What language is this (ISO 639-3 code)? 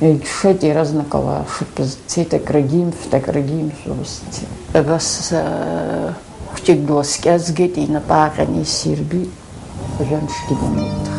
abk